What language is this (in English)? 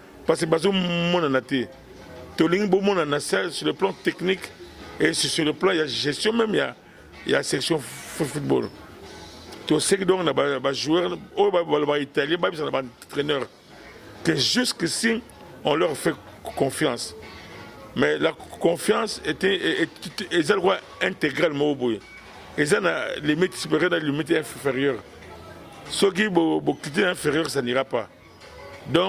Lingala